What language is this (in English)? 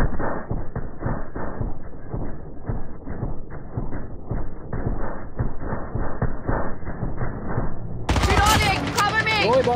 Malay